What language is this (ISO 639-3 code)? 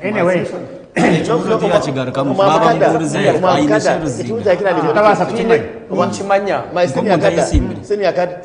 nyn